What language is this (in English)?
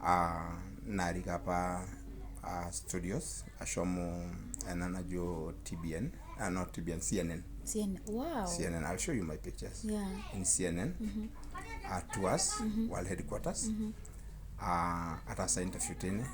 Masai